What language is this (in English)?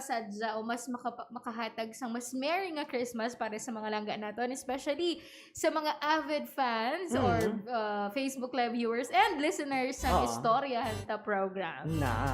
Hiligaynon